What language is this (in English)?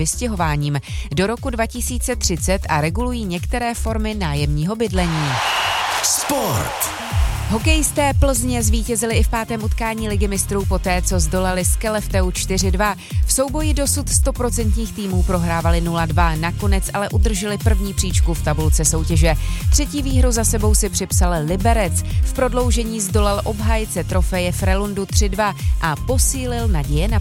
Czech